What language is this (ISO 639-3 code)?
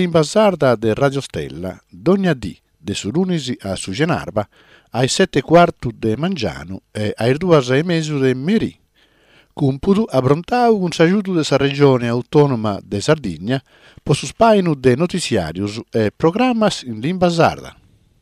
srd